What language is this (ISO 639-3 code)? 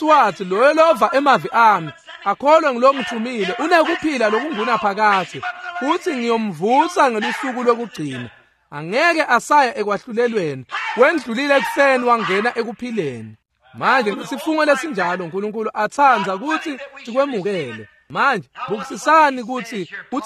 ssw